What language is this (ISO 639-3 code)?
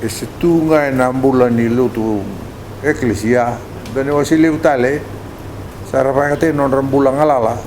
fij